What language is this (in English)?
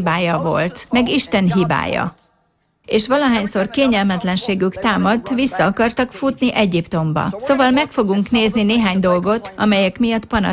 Hungarian